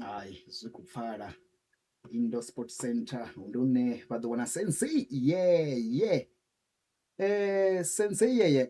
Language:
Venda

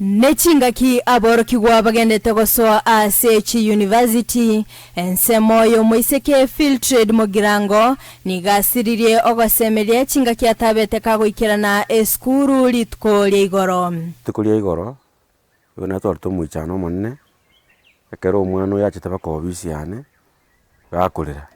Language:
Gusii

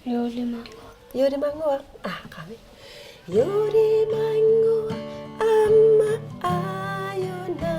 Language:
Kalaallisut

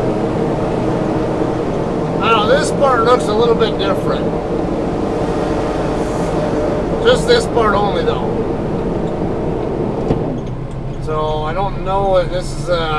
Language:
English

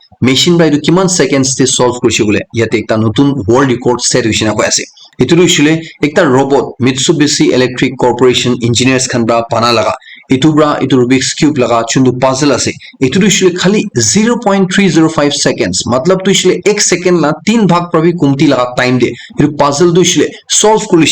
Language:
Naga Pidgin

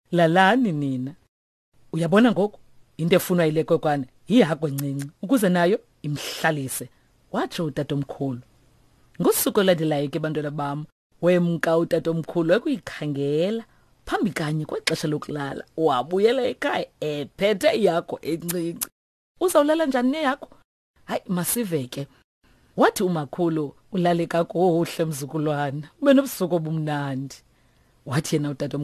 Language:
Xhosa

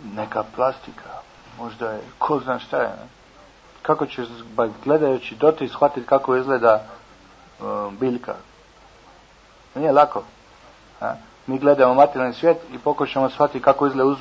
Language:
Croatian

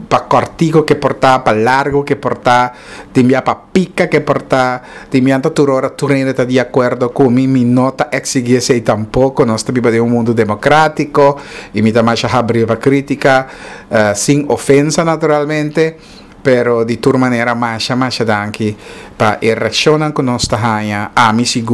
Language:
Papiamento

